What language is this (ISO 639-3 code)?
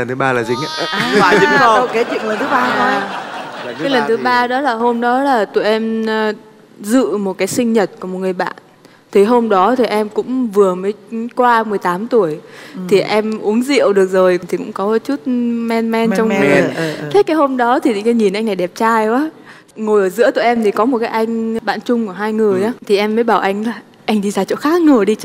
vie